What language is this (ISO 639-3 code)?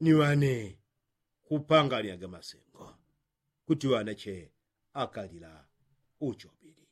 yao